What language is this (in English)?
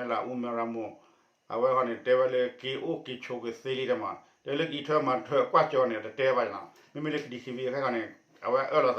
S'gaw Karen